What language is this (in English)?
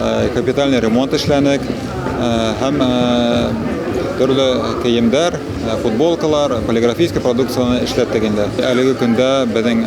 Bashkir